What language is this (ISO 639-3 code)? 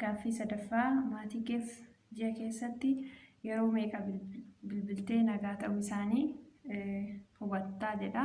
orm